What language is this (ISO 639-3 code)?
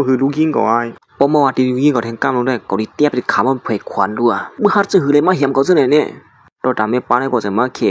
shn